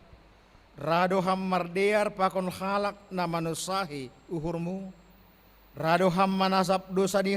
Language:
Batak Simalungun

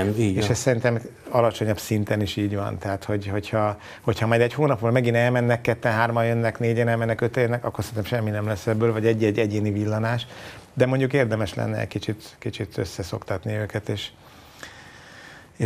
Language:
Hungarian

